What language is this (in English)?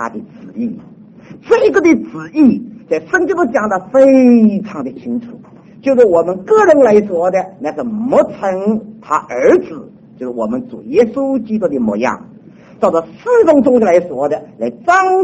Chinese